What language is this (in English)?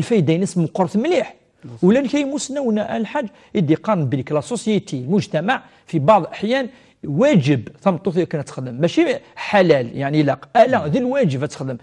Kabyle